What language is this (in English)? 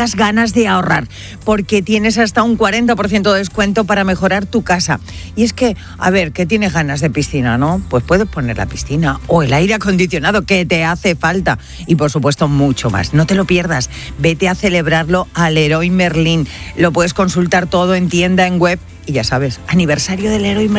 Spanish